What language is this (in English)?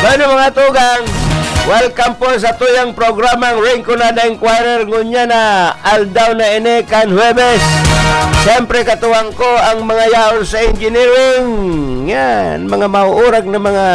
Bikol